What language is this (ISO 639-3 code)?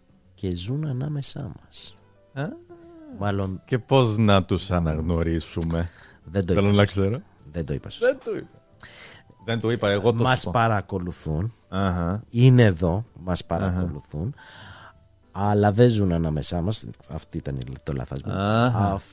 ell